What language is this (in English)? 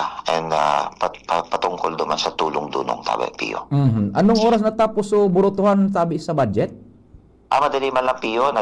Bikol